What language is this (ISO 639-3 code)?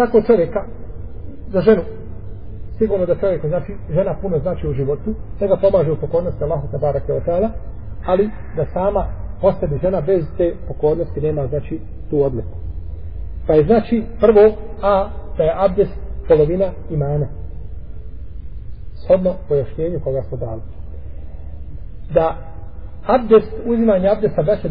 bos